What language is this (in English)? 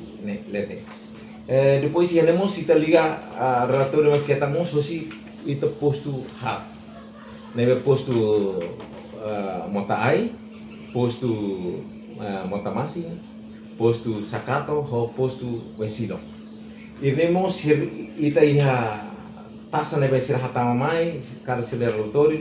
Tetum